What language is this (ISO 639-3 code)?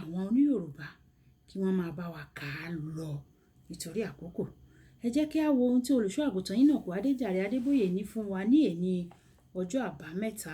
yor